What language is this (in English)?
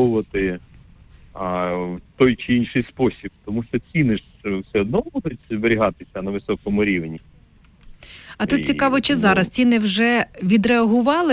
Ukrainian